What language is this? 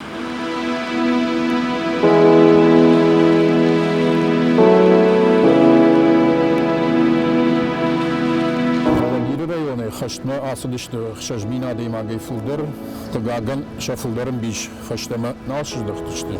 Ossetic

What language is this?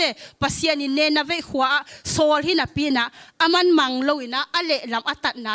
Tedim Chin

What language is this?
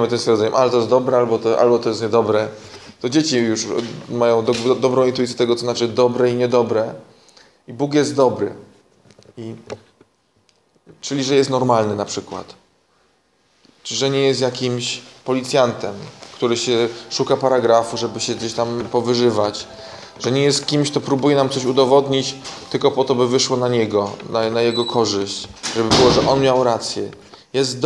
Polish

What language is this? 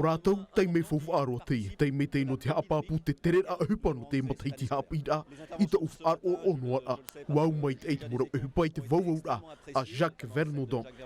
Tahitian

